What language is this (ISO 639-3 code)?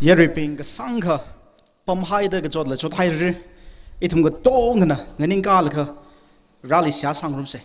nmf